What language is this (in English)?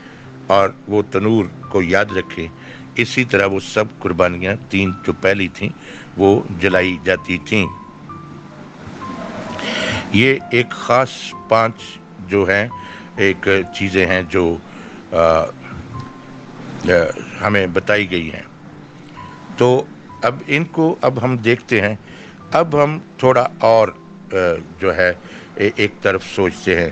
Urdu